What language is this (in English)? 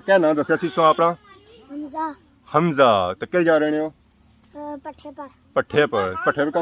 Pahari-Potwari